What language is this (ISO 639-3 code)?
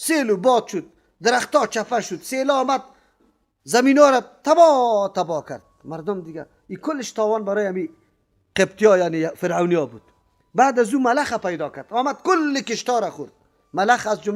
fas